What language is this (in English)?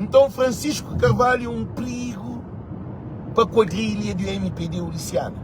Kabuverdianu